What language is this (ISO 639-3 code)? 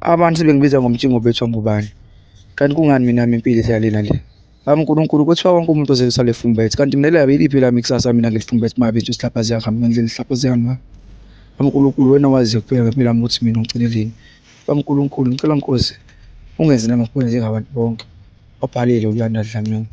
zul